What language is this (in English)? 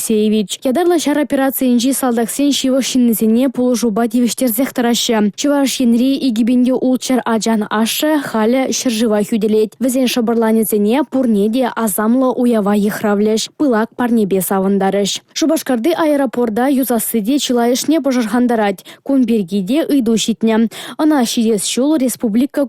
Chuvash